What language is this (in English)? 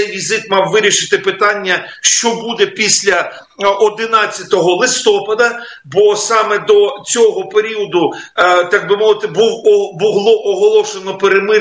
Ukrainian